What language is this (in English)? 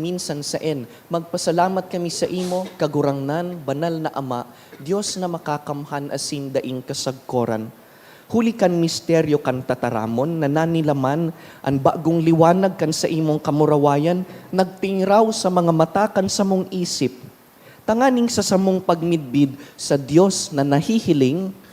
Bikol